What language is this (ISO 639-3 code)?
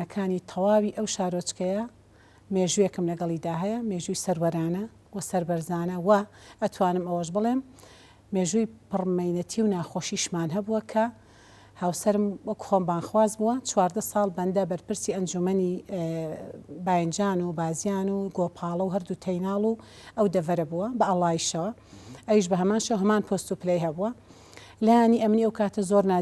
ckb